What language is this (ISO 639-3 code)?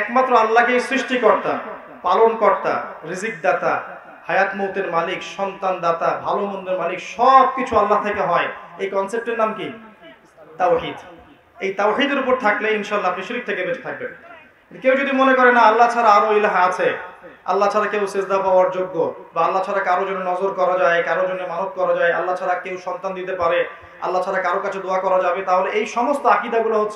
ben